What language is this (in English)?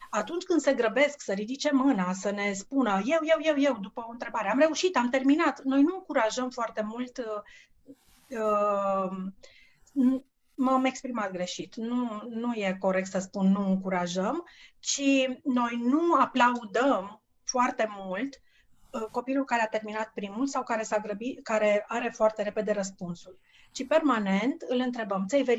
Romanian